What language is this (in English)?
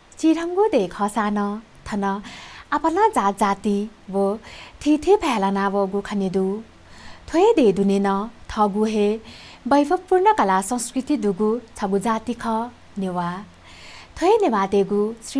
Newari